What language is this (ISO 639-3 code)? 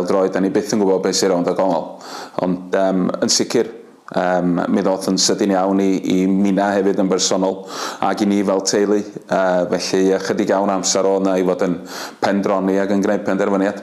cym